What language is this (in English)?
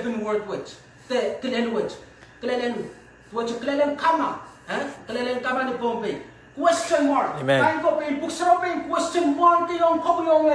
Pohnpeian